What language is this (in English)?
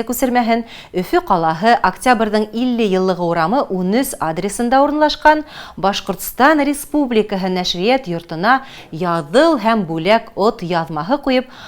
Bashkir